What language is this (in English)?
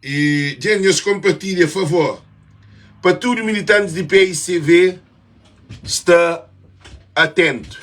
Kabuverdianu